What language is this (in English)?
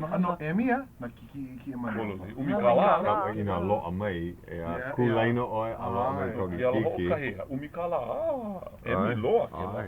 Hawaiian